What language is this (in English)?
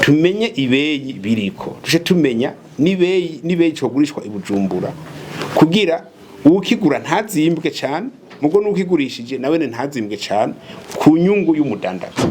Rundi